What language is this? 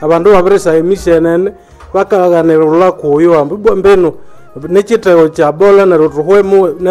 Nande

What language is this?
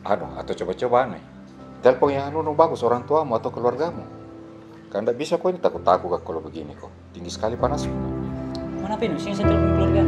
Makassar Malay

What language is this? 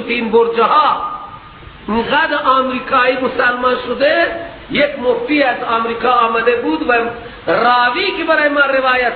Persian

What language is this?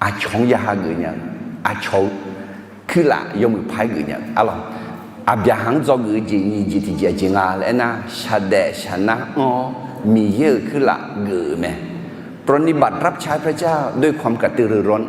Akha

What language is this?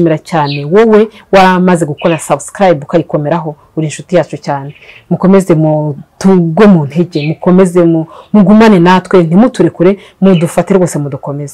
Kinyarwanda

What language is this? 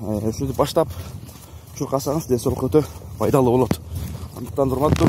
Kyrgyz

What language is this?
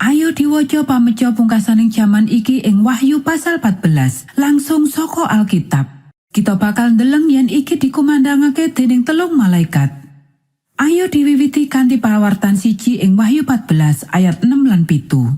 Javanese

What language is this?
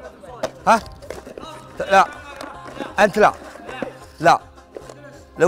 Arabic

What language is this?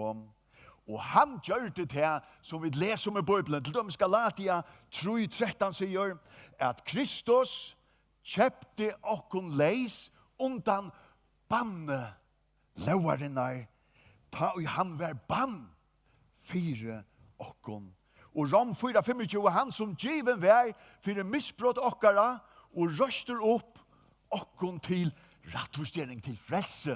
Faroese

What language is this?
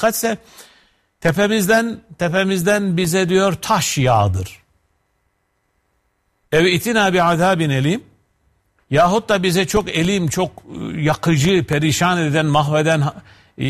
Turkish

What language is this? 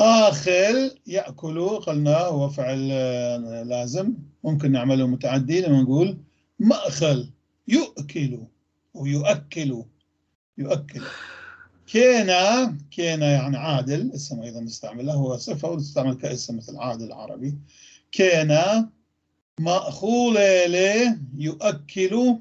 North Levantine Arabic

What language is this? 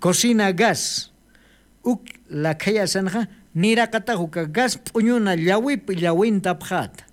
Aymara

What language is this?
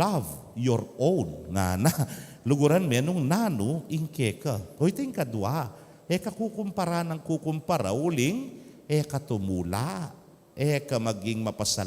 Pampanga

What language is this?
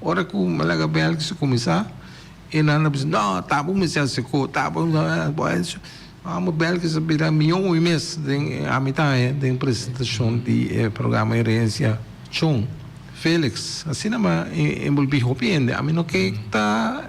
Papiamento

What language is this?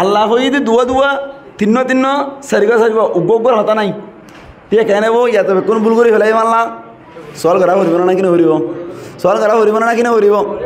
Rohingya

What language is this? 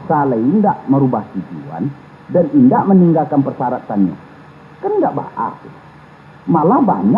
Minangkabau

